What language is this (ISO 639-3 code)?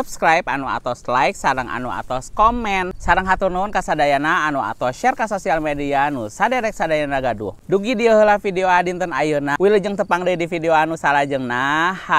sun